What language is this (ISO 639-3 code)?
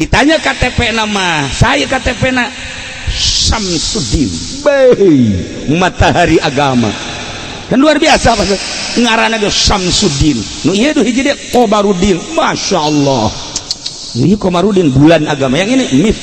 sun